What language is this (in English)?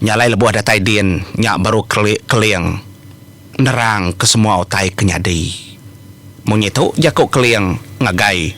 Iban